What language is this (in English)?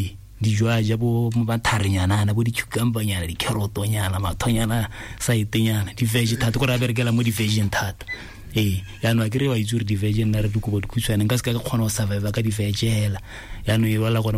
Tswana